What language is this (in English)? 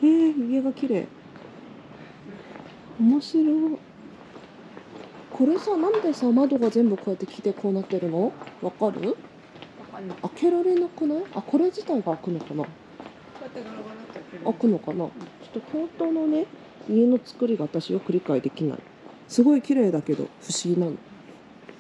Japanese